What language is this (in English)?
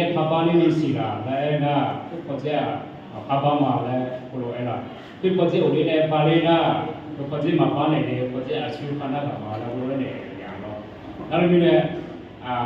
Akha